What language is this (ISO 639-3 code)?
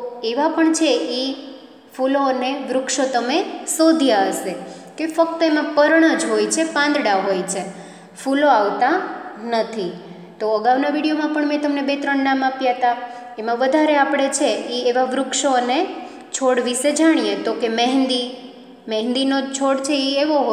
guj